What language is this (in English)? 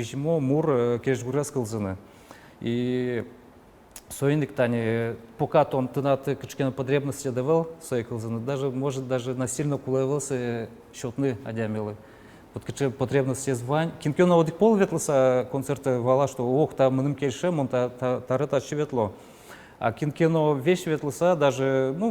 Udmurt